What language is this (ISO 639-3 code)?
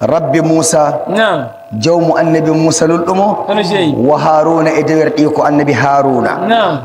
fuv